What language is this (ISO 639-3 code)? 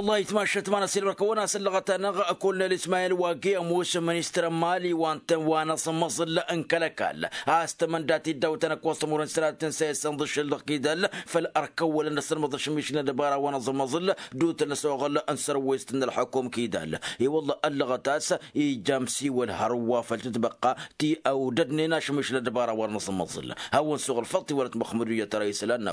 taq